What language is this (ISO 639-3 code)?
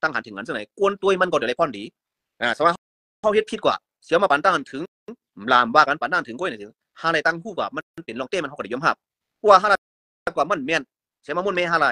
shn